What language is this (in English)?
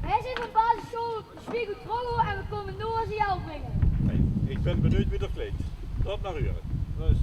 Limburgish